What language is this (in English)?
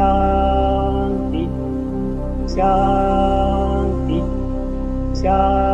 Sanskrit